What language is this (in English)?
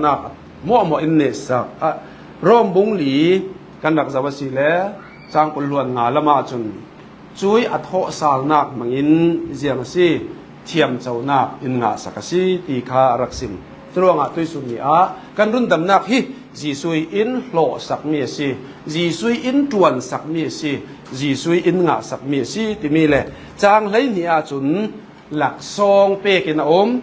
Falam Chin